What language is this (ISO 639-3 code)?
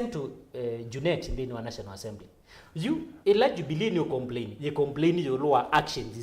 kam